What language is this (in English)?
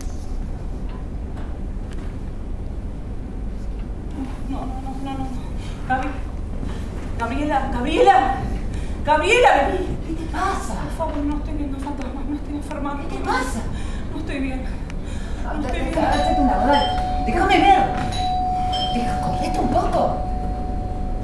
Spanish